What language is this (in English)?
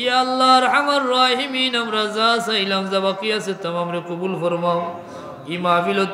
Sylheti